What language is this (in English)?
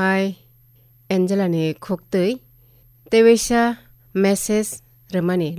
Kok Borok